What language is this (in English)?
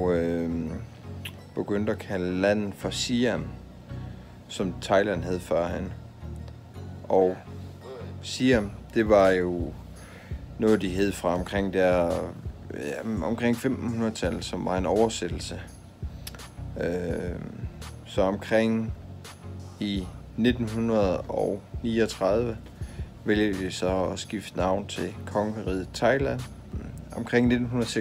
Danish